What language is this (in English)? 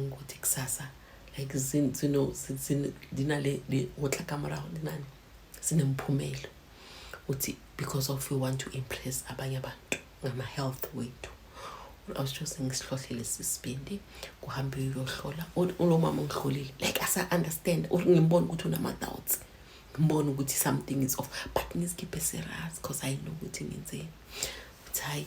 Zulu